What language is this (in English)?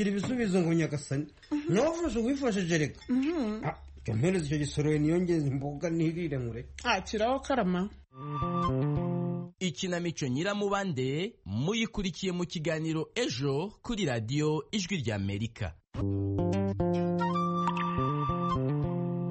Kinyarwanda